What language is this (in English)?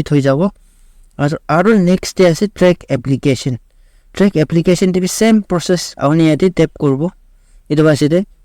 Naga Pidgin